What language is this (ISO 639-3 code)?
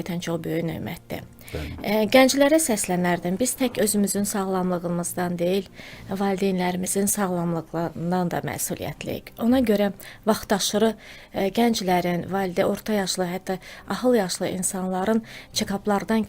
aze